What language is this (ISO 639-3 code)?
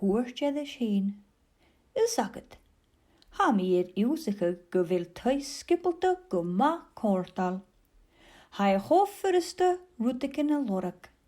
gla